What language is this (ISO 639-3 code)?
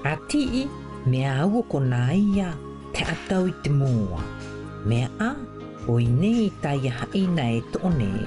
mqm